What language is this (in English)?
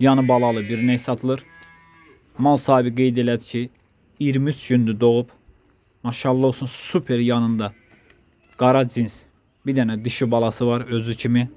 Azerbaijani